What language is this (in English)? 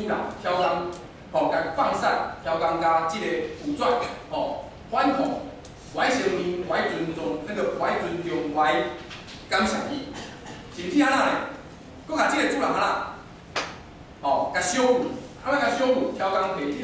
Min Nan Chinese